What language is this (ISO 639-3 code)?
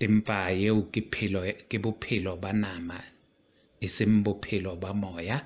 sot